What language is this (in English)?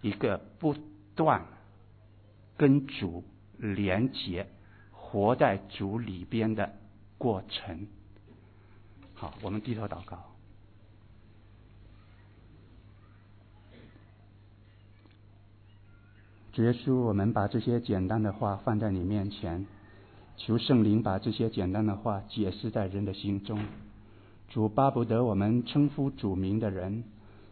Chinese